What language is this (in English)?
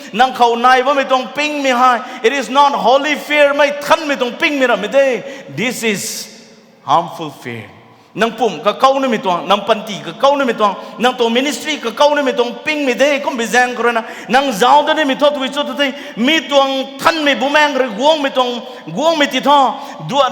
Rongmei Naga